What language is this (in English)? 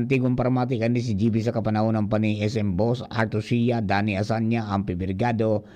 Bikol